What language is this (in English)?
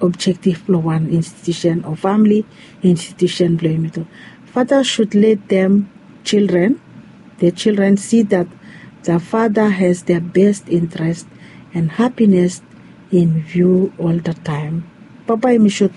Bislama